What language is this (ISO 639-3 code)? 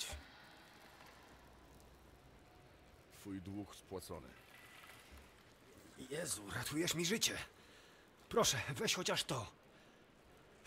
pol